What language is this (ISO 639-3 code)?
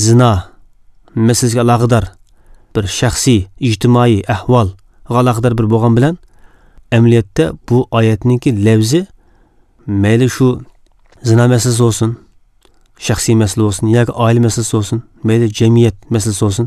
uig